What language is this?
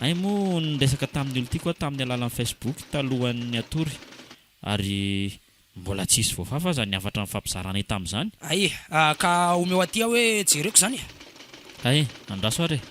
Malagasy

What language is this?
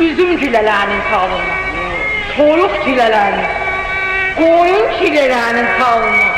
South Azerbaijani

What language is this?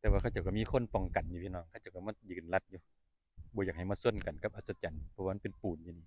Northeastern Thai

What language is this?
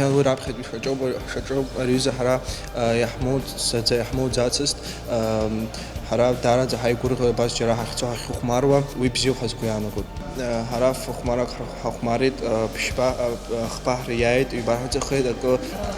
Abkhazian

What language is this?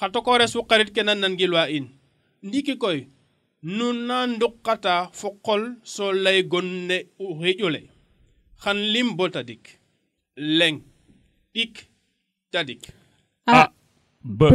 Serer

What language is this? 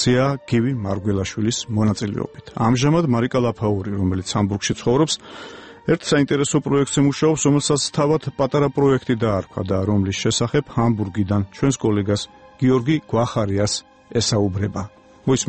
Georgian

